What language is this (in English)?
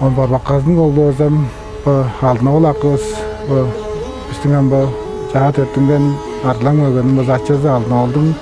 Tuvinian